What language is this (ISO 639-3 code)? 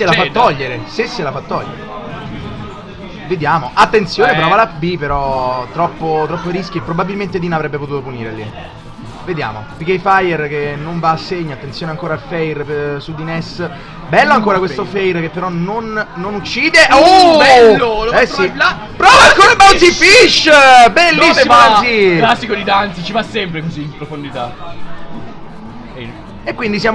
ita